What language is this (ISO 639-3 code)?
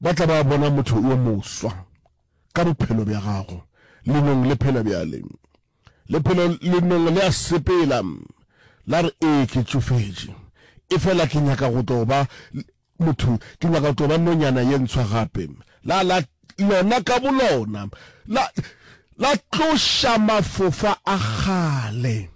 nso